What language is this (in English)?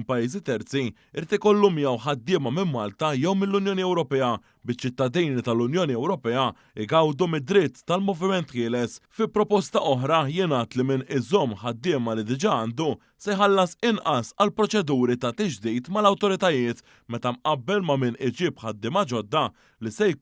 Maltese